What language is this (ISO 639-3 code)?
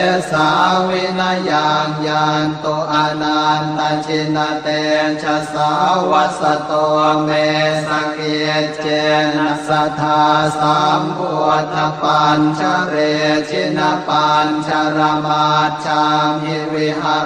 pli